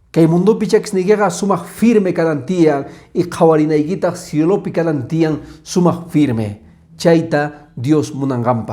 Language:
Quechua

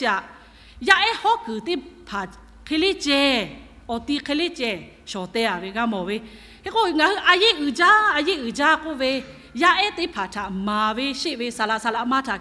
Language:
Lahu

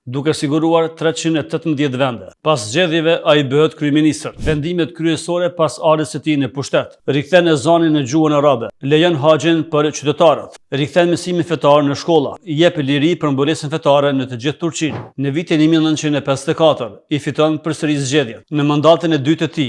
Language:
Albanian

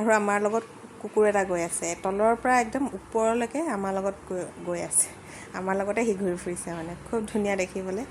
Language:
Assamese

